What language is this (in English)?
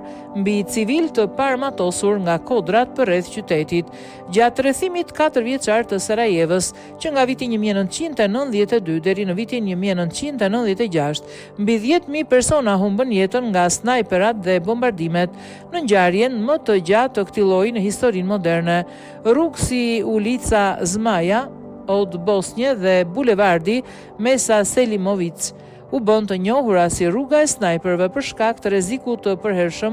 Albanian